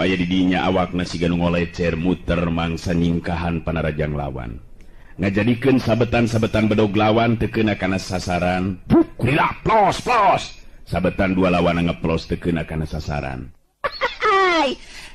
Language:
Sundanese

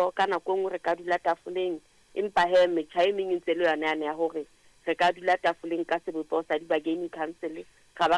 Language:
Southern Sotho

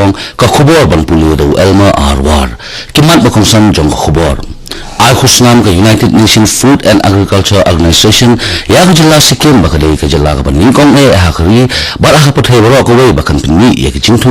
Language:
Khasi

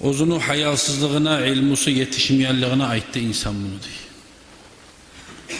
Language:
Kumyk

